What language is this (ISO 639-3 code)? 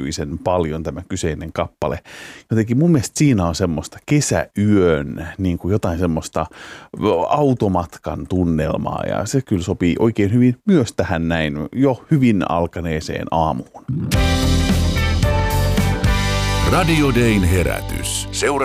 fin